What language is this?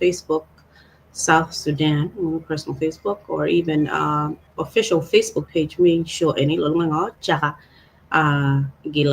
Acoli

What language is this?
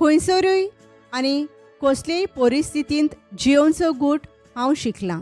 Konkani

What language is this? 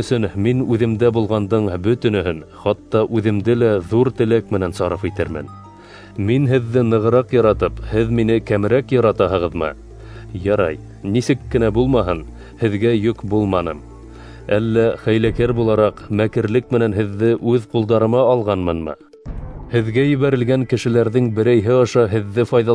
Bashkir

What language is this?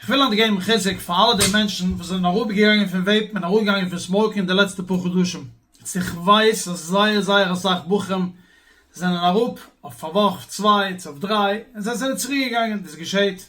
Yiddish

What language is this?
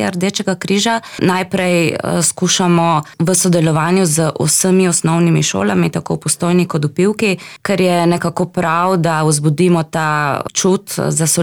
Slovenian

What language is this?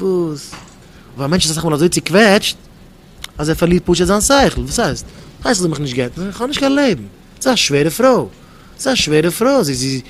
Yiddish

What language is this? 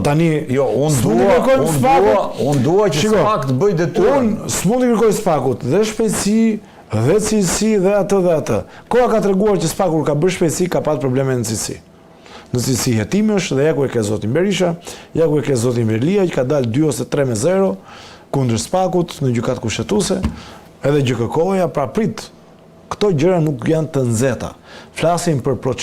Albanian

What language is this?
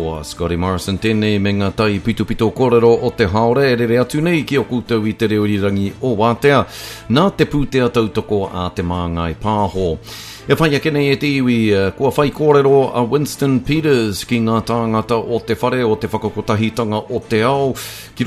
Māori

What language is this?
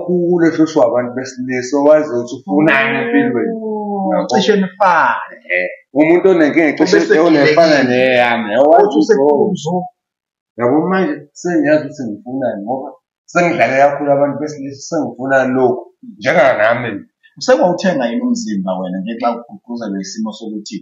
Zulu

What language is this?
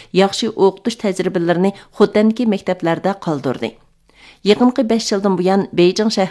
Uyghur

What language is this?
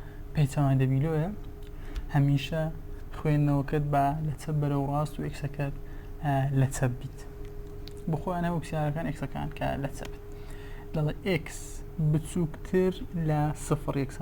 Central Kurdish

